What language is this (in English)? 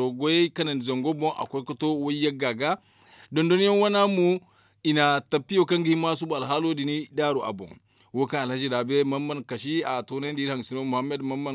Zarma